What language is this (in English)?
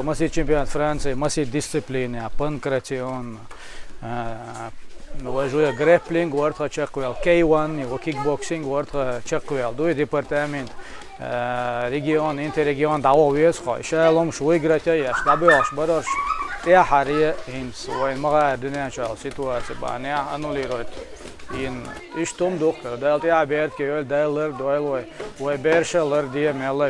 Chechen